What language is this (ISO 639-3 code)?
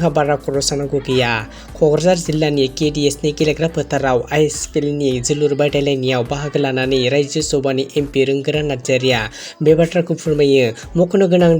brx